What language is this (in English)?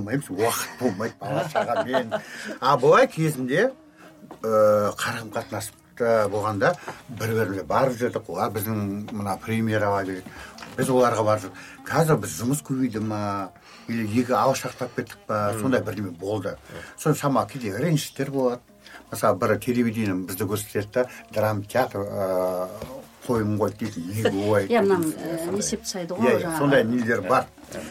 Kazakh